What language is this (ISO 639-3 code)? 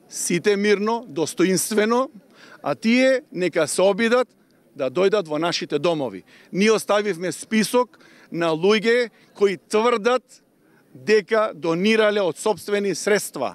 mkd